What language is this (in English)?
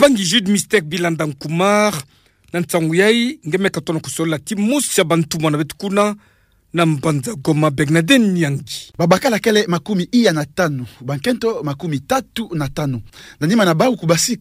Kituba (Democratic Republic of Congo)